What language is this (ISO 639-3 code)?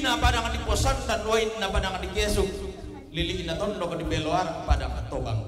sda